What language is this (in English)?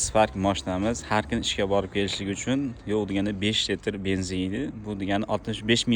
Uzbek